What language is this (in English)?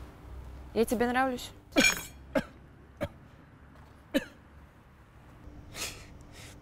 Kyrgyz